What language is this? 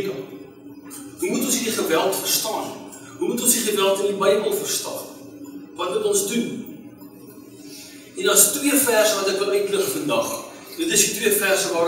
Afrikaans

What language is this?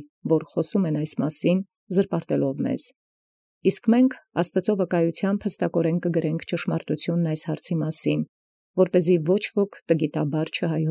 Armenian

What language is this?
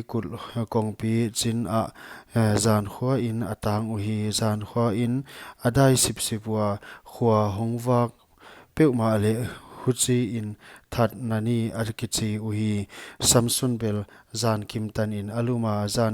Paite Chin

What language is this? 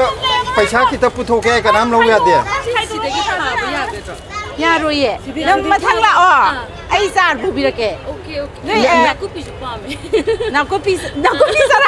Manipuri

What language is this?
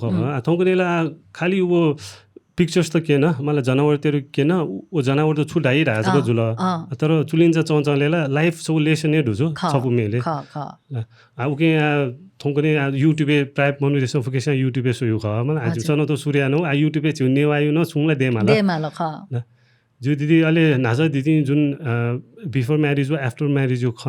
Newari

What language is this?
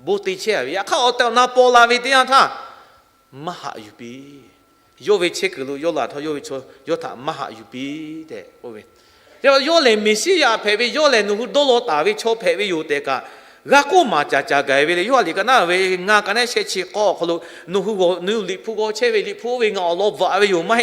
Lahu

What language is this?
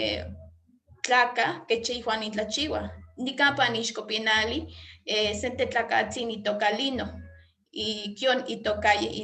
Eastern Huasteca Nahuatl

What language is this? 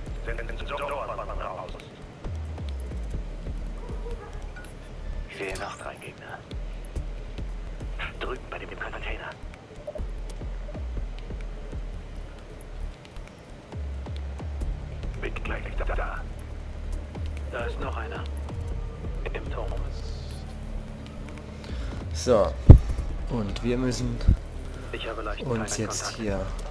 German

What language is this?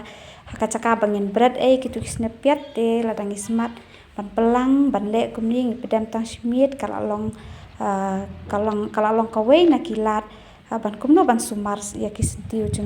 Khasi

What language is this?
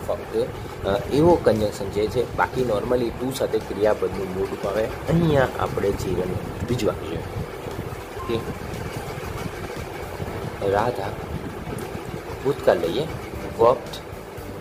Gujarati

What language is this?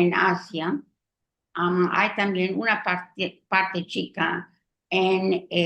Ladino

